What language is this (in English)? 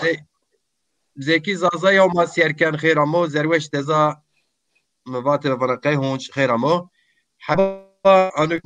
Zaza